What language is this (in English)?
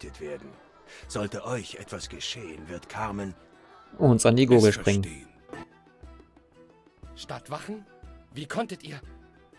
German